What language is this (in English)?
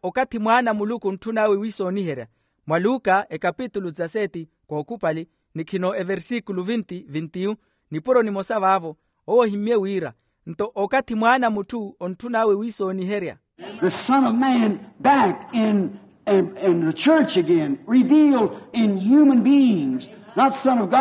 Makhuwa